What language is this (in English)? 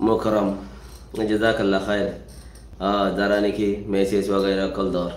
Rohingya